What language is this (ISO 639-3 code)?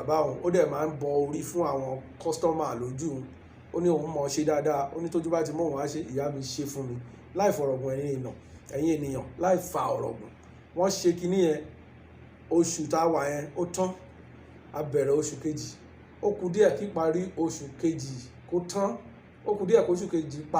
yor